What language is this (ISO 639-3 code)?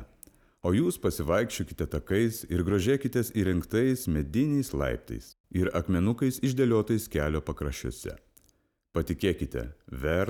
lit